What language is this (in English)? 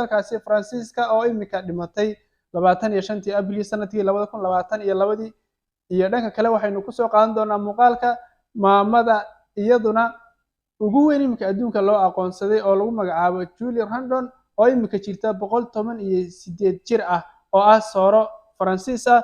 Somali